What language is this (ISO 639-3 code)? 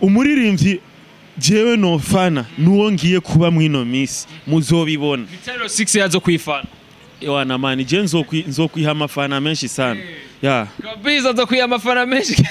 run